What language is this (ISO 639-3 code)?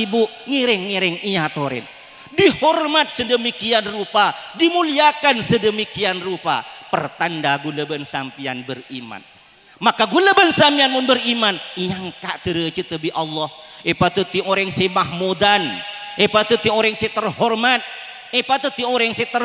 mad